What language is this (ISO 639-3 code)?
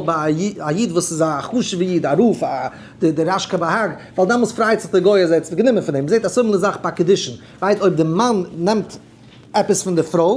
yid